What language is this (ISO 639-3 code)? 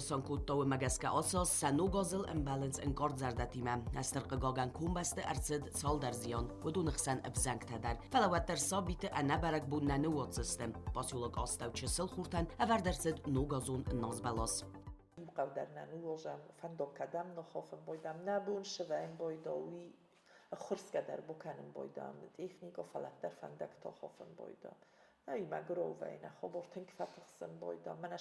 oss